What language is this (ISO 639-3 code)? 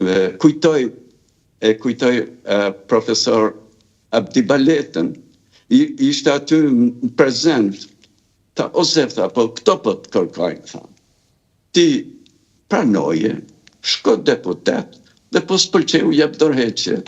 sqi